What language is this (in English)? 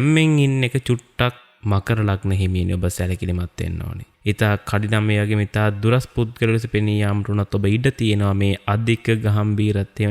Sinhala